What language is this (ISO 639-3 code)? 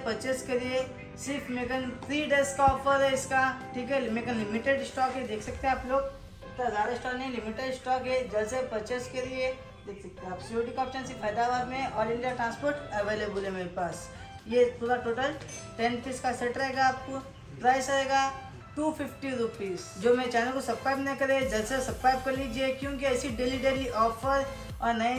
hin